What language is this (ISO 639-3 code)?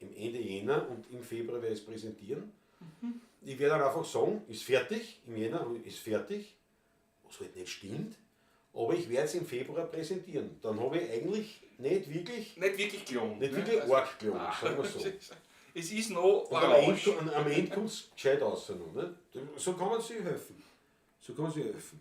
bar